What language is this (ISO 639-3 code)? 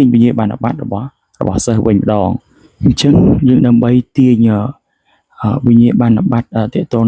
khm